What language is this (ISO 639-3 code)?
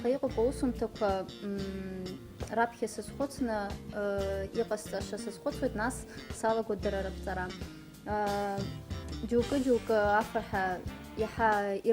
abk